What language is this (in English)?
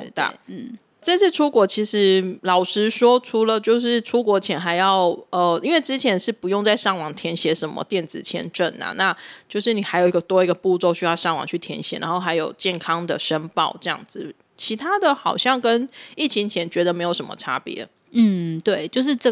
Chinese